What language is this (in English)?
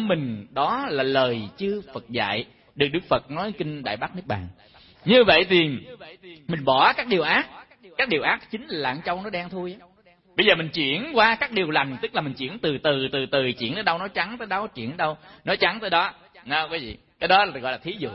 Vietnamese